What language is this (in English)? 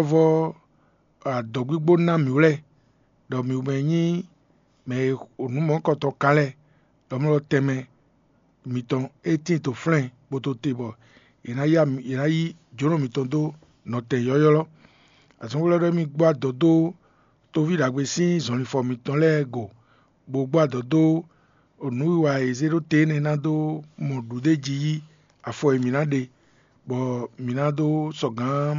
Fon